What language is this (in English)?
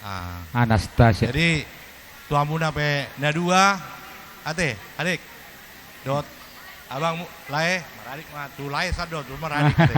Batak Toba